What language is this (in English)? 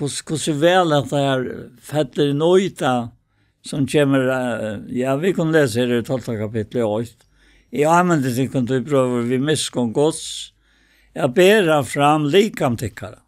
Faroese